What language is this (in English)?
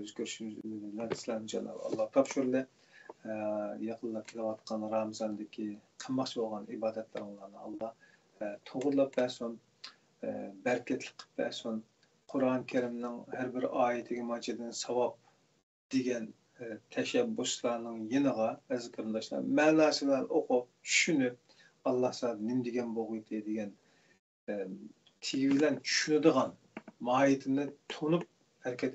Uyghur